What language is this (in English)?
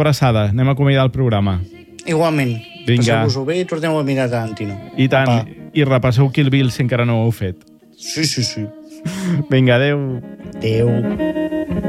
Catalan